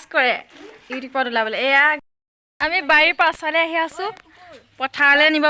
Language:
Assamese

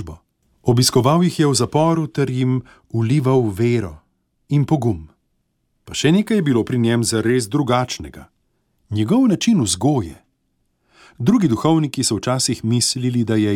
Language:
Slovenian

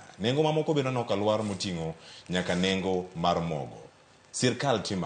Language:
Luo (Kenya and Tanzania)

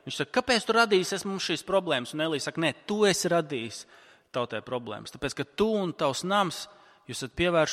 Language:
Latvian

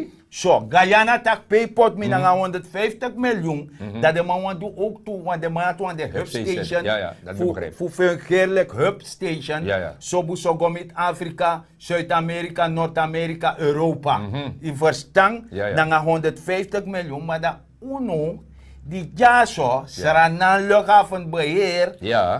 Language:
Sranan Tongo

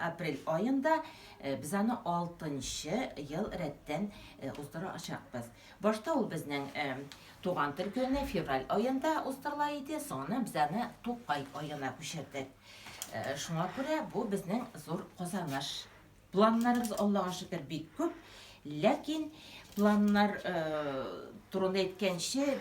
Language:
Tatar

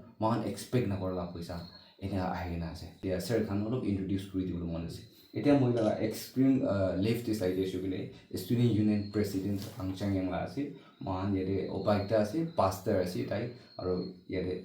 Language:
Naga Pidgin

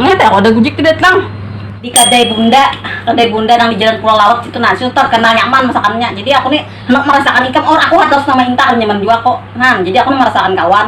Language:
Banjar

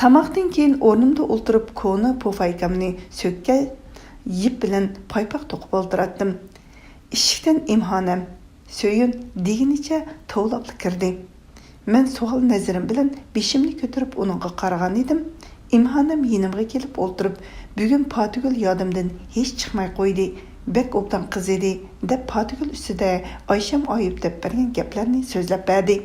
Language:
Uyghur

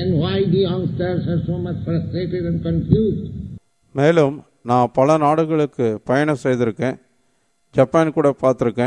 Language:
Tamil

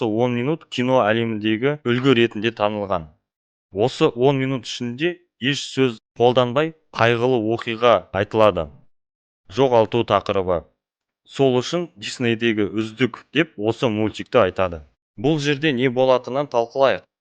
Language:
Kazakh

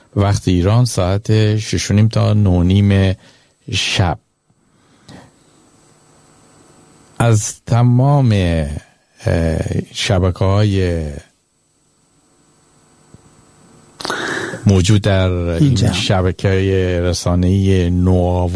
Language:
Persian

